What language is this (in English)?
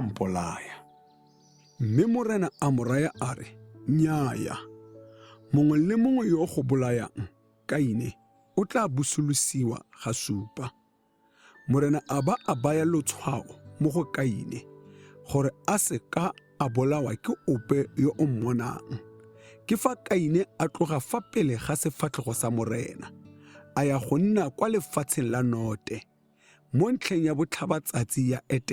Tswana